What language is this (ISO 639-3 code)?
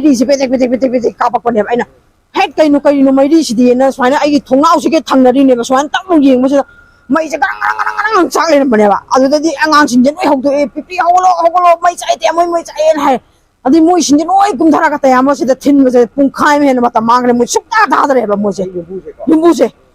mni